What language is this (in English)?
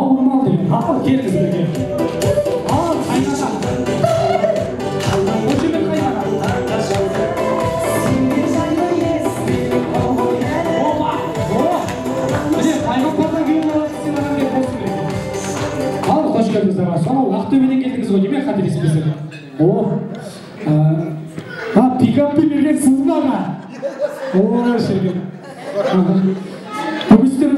Kazakh